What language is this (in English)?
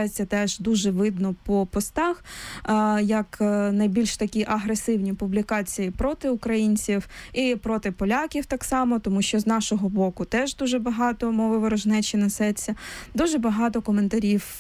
Ukrainian